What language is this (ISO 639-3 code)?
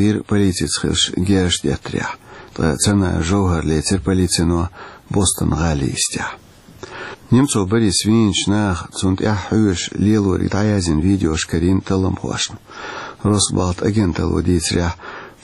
che